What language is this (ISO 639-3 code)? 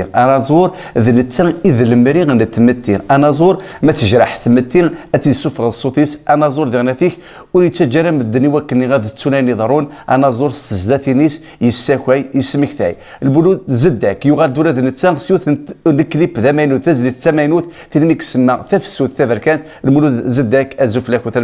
kab